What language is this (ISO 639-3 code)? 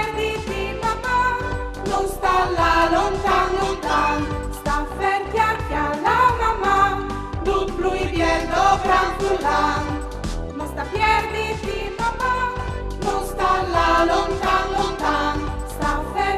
fur